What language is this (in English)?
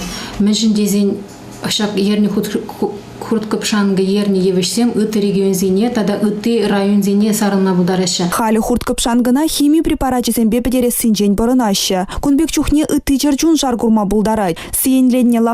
Chuvash